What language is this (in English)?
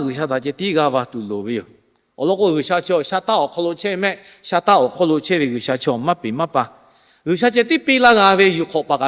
Lahu